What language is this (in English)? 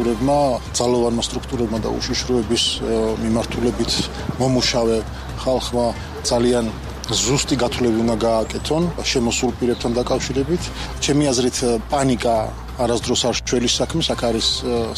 Georgian